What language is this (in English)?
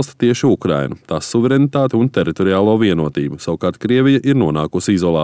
Latvian